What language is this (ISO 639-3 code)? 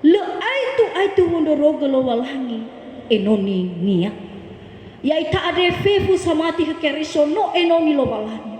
nia